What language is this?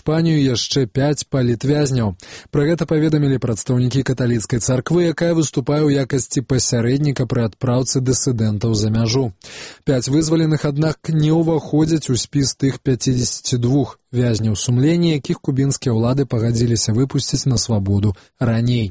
Belarusian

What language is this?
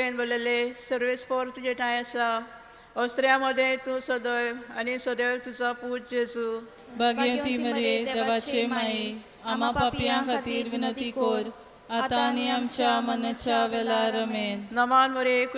Konkani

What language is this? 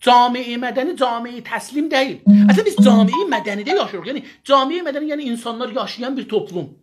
South Azerbaijani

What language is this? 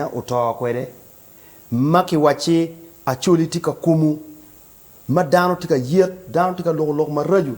Acoli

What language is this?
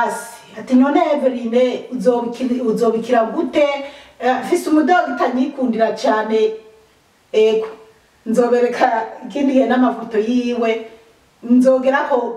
Rundi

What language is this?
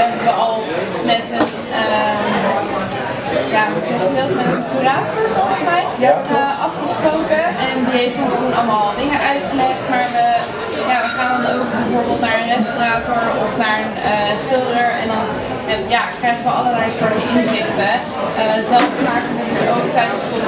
Dutch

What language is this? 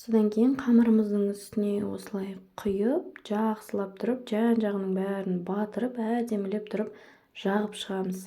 Kazakh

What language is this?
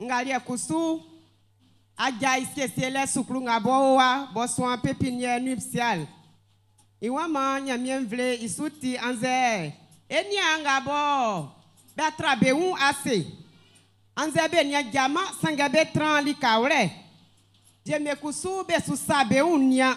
Baoulé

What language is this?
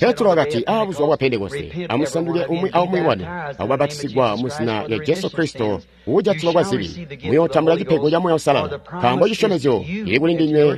Tonga (Zambia)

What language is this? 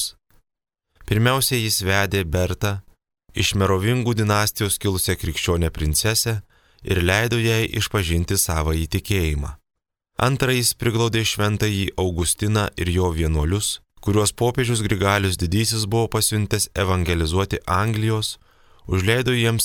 Lithuanian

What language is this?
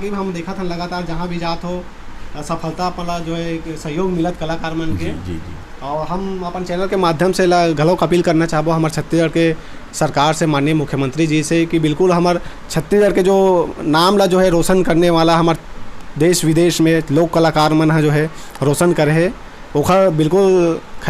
Chhattisgarhi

